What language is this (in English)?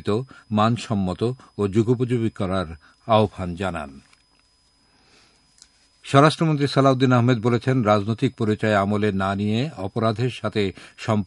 Bangla